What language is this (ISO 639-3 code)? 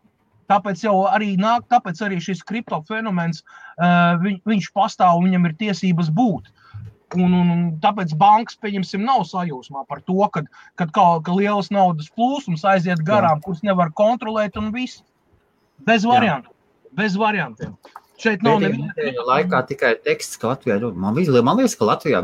lav